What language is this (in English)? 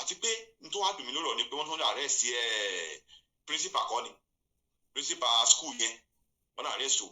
Yoruba